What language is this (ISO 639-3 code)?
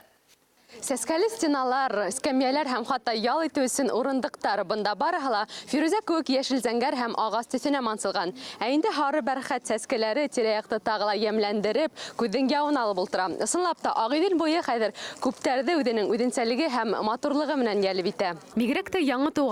bak